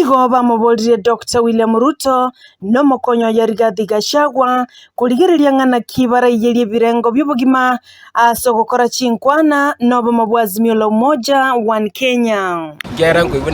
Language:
Gusii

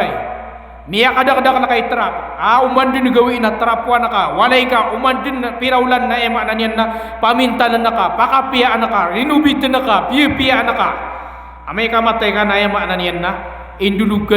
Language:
Maranao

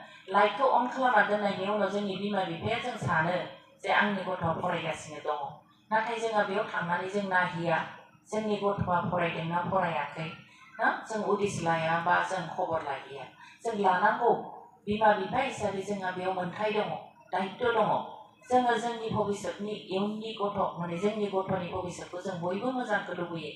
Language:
Bodo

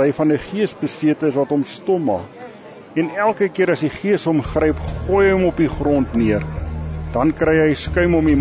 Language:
Afrikaans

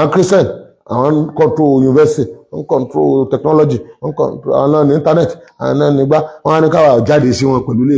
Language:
Yoruba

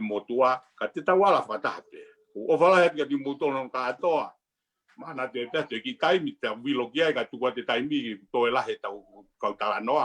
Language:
Tongan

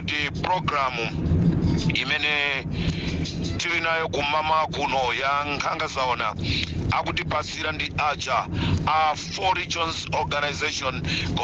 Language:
Nyanja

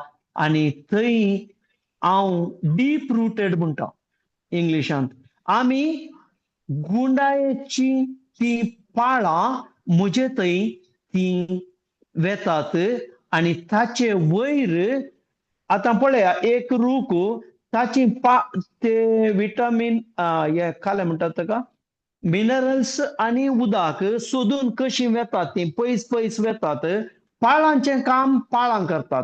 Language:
Konkani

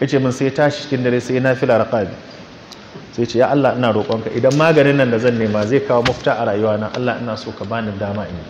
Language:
Hausa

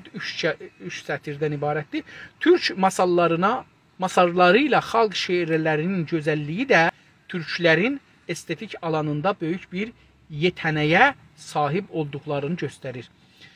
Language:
South Azerbaijani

